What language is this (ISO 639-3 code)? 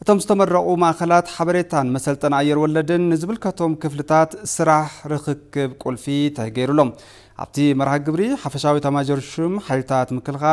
tir